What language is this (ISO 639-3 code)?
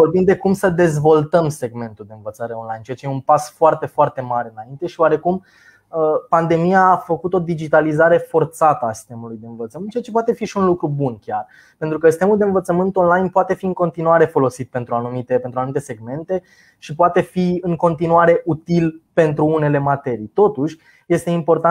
ron